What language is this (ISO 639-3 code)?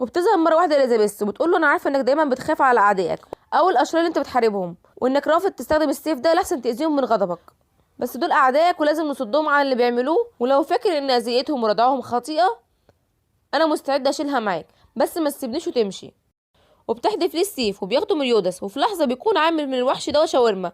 arz